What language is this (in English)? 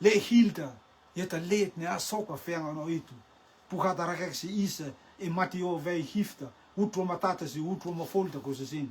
Rotuman